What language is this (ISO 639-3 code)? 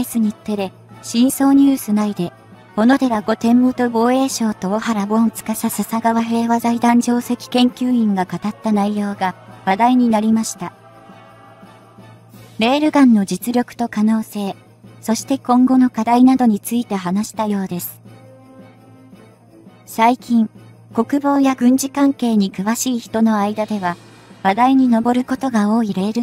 jpn